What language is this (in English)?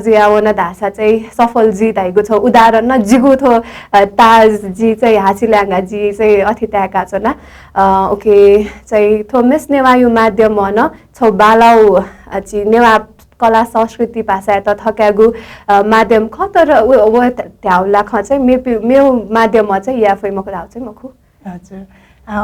Newari